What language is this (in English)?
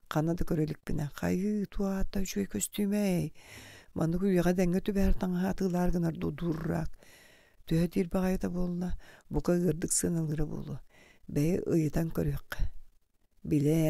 Yakut